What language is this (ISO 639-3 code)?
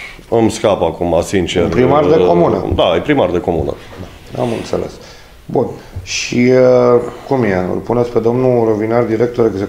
ron